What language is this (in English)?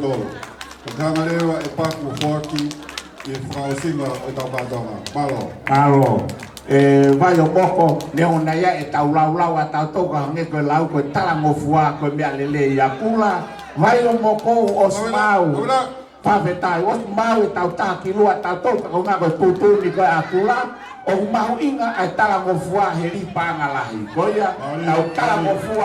Tongan